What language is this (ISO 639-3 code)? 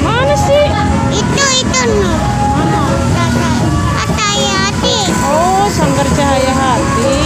bew